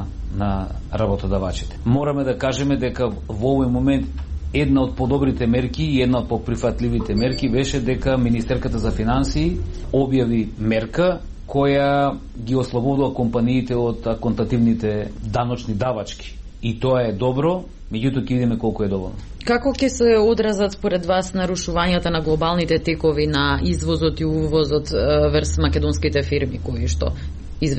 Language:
Macedonian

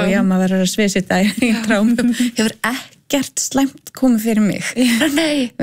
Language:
Icelandic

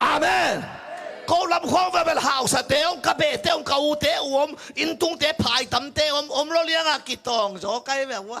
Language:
Tedim Chin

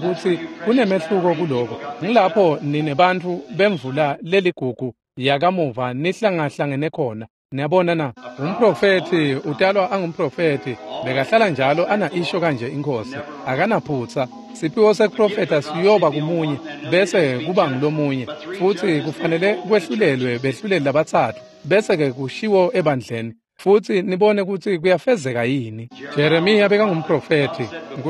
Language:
Swati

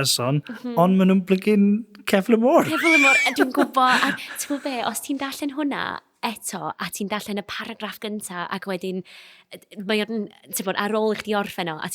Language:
Welsh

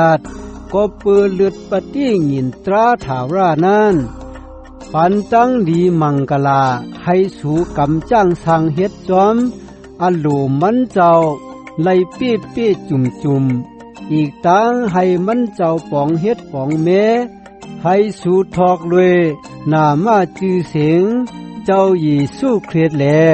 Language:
Shan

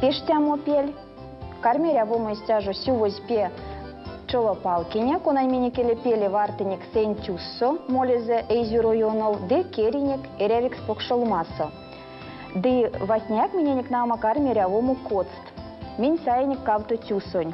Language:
Erzya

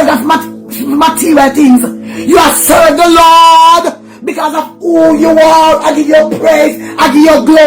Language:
Jamaican Creole English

